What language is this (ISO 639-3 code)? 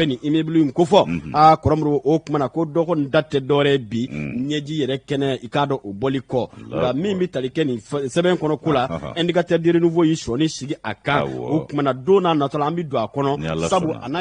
bam